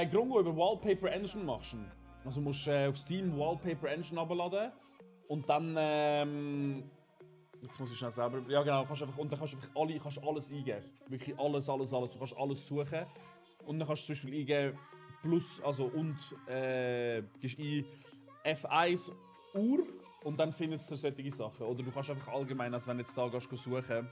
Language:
Swiss German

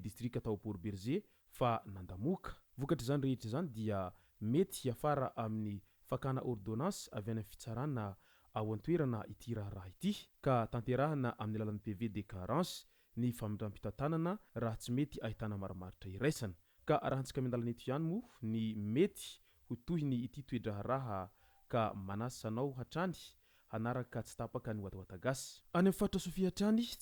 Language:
Malagasy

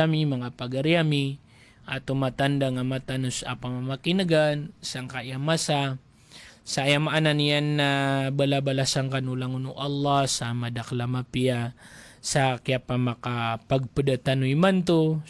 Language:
Maranao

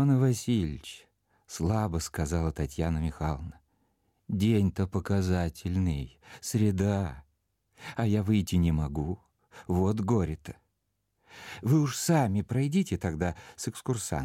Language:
Russian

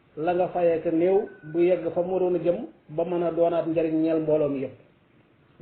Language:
Wolof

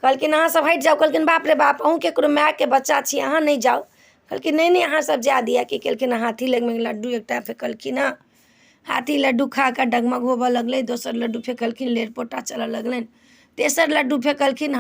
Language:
Maithili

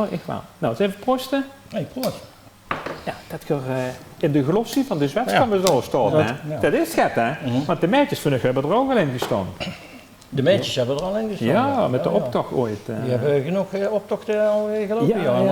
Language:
Limburgish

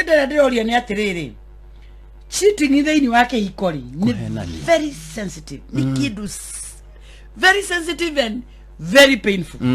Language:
Kikuyu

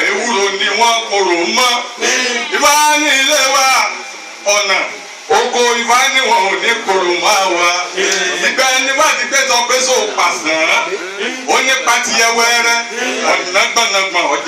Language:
Yoruba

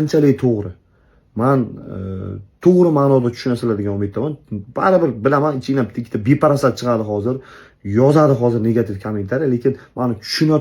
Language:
Uzbek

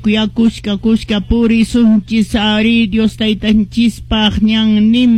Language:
Quechua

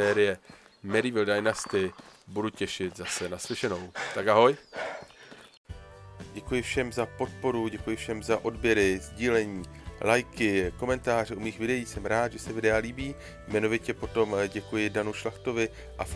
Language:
Czech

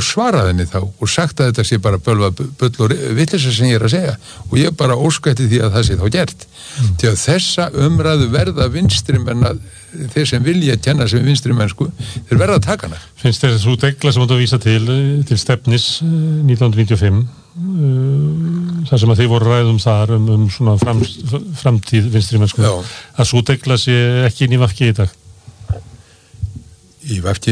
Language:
Icelandic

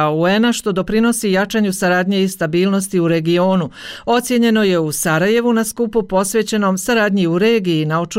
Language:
Bosnian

